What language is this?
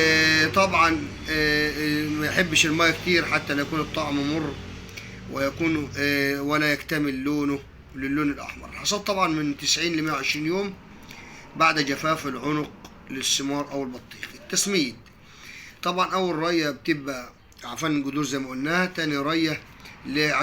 Egyptian Arabic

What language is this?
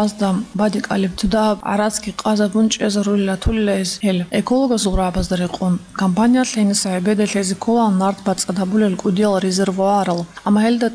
Avaric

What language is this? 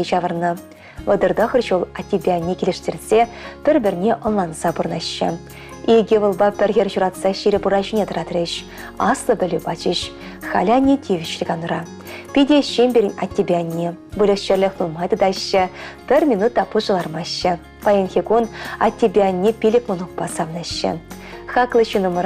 Chuvash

